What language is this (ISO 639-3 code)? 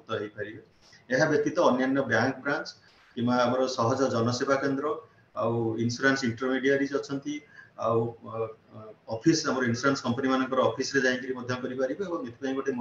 ori